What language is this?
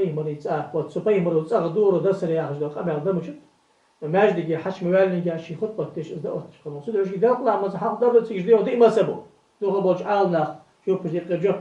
Ingush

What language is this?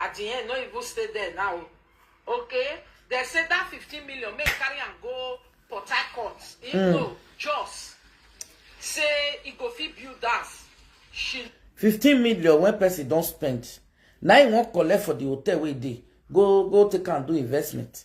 Nigerian Pidgin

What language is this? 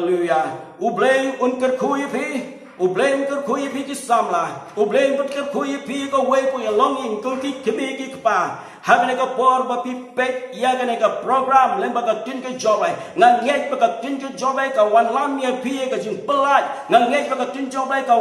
Khasi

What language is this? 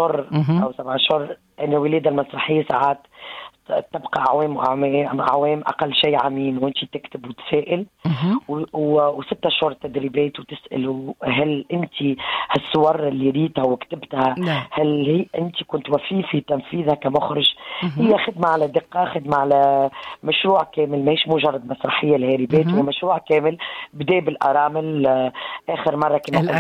Tunisian Arabic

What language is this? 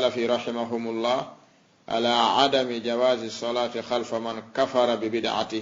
Fula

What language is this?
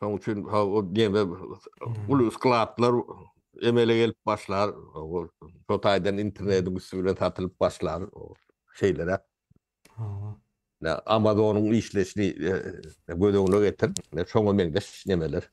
Turkmen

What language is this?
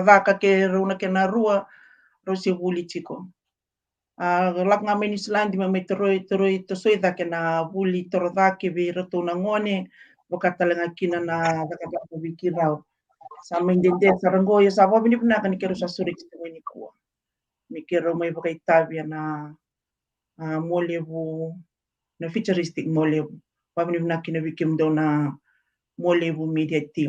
Fijian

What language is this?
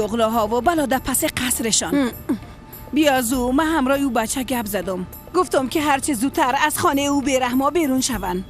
Persian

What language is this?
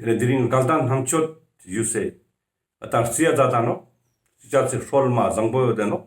Ladakhi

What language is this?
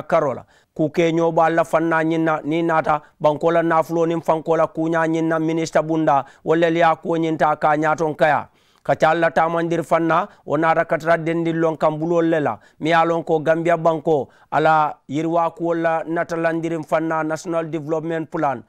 Mandingo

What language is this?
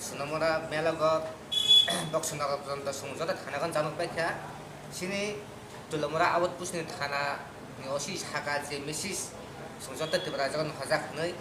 Kok Borok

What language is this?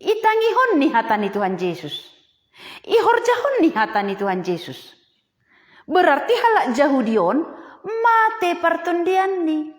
Batak Simalungun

